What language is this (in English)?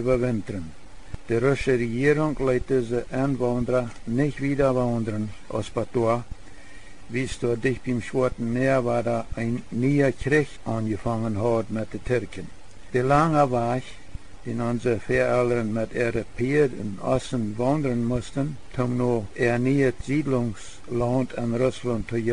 Plautdietsch